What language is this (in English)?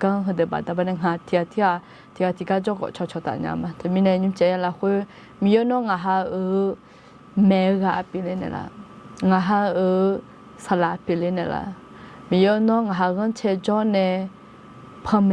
Akha